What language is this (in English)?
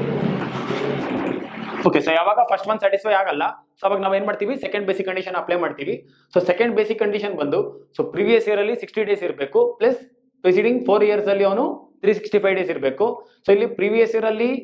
Kannada